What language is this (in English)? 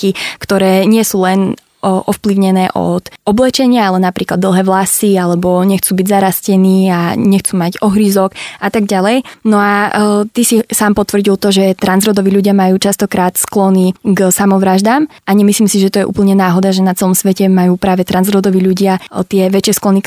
Slovak